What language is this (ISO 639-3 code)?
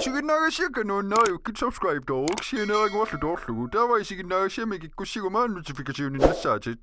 kal